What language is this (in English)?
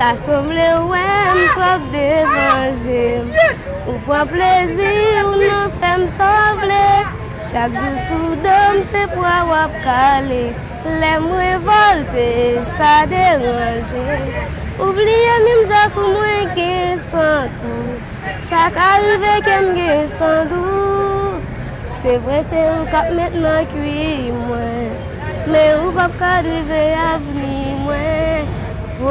Haitian Creole